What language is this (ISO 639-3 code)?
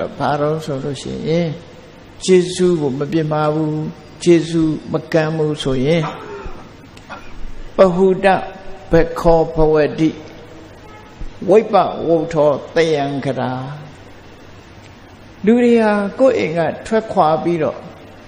mya